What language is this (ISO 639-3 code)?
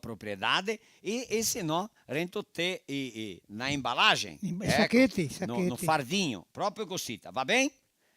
vec